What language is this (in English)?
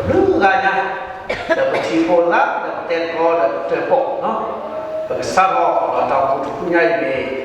S'gaw Karen